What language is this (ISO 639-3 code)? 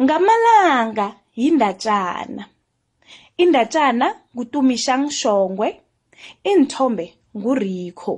nbl